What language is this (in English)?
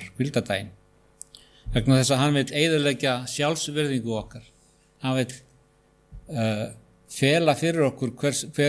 Icelandic